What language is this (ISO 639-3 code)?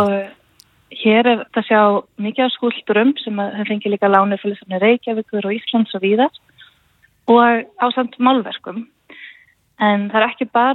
isl